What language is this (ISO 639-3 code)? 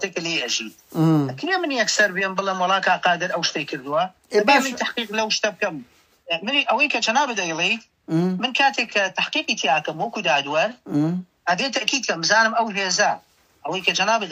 ckb